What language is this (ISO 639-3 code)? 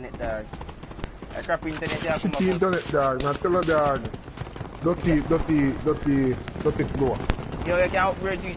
jam